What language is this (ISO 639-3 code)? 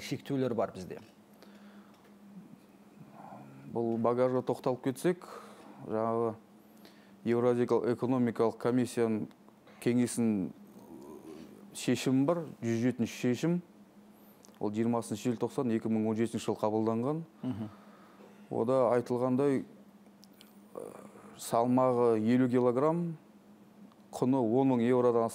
kaz